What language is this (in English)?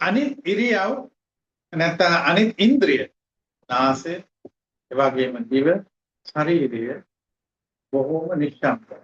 Sinhala